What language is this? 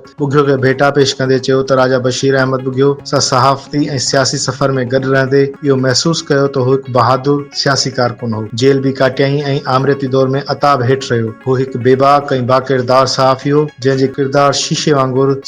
Sindhi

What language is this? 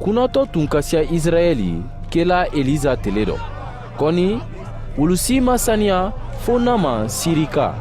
Mandingo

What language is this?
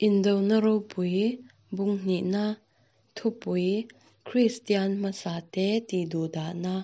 Mizo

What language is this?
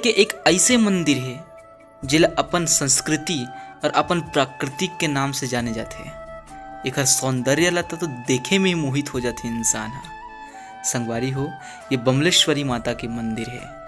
Chhattisgarhi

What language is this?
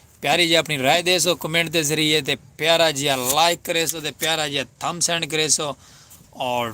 Saraiki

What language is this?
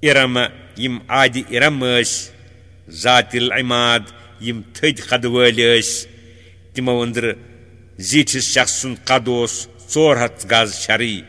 Kashmiri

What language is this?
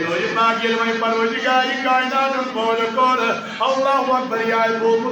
Kashmiri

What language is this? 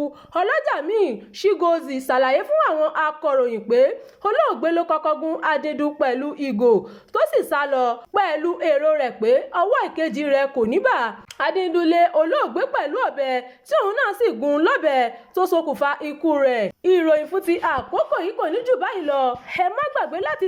Yoruba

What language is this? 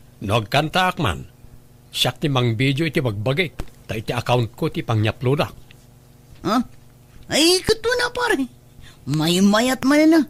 Iloko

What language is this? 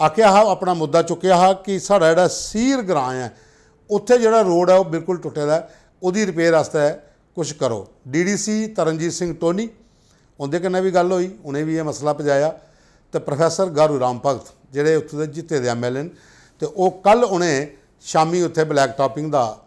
Dogri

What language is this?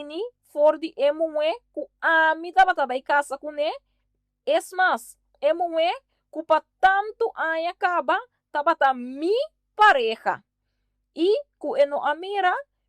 Papiamento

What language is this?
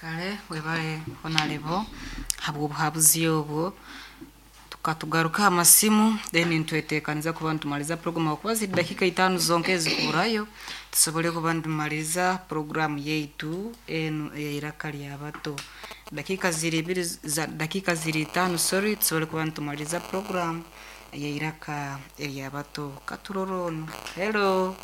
Nyoro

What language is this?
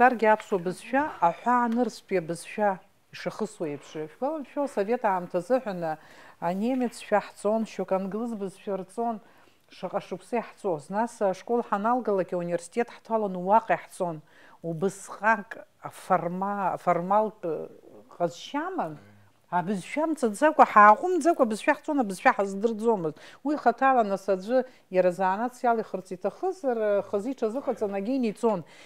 Abkhazian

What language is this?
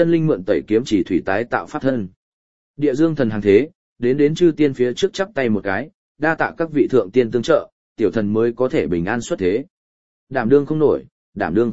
Vietnamese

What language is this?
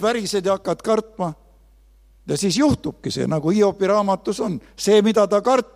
Estonian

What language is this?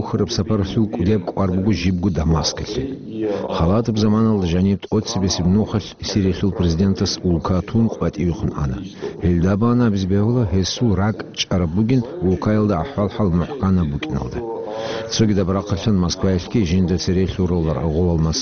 Avaric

